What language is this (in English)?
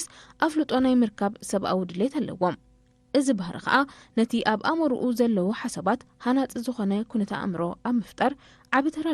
Tigrinya